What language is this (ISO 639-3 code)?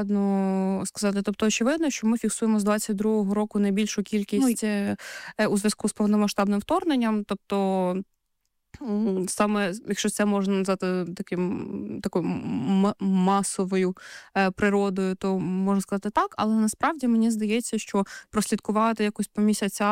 ukr